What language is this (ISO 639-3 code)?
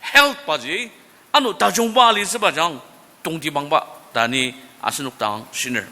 njo